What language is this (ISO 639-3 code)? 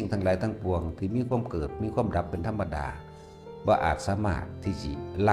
tts